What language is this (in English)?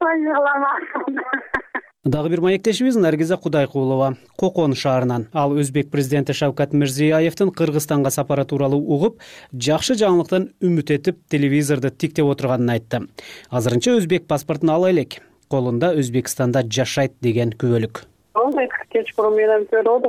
Kyrgyz